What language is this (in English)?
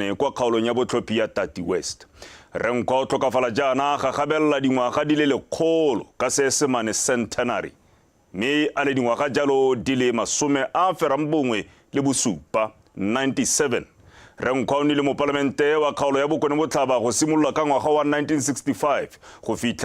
Tswana